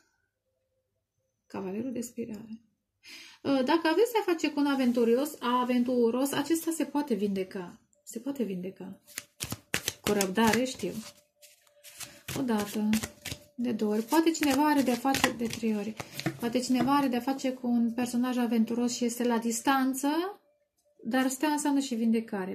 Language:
Romanian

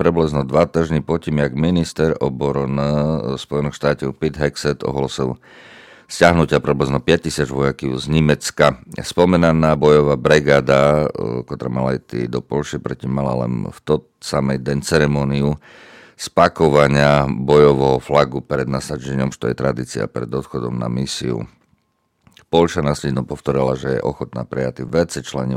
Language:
Rusyn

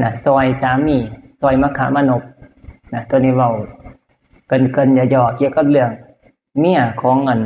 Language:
Northeastern Thai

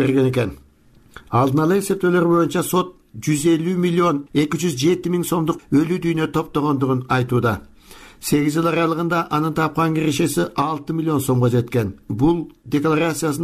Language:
Kyrgyz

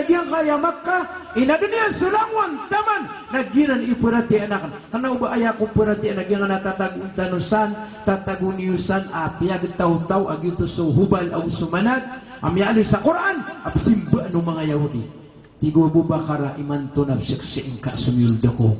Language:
Maranao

